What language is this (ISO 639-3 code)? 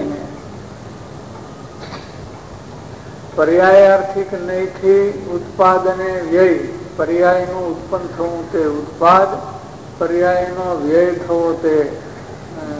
guj